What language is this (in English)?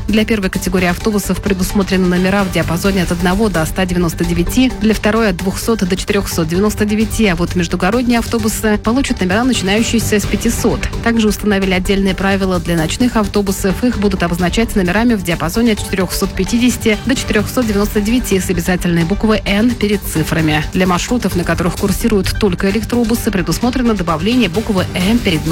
Russian